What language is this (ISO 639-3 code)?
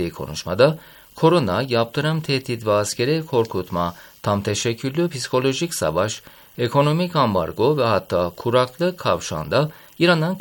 tur